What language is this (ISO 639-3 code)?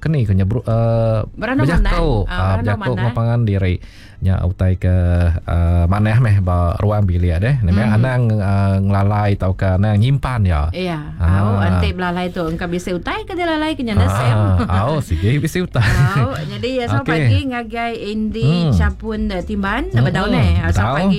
iba